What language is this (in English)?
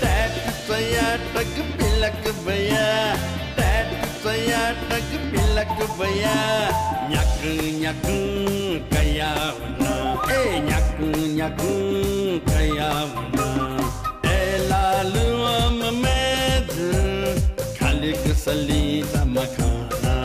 Newari